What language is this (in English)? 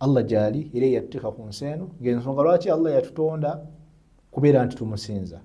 Ganda